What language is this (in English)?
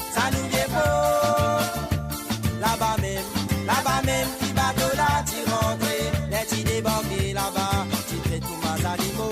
Morisyen